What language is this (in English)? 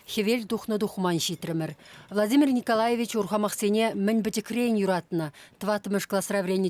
Chuvash